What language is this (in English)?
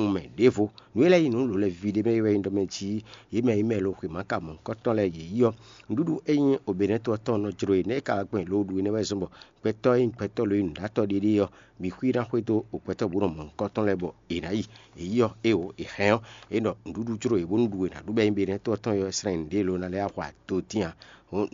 Fon